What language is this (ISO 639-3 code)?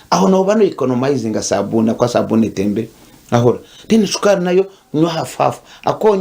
nyn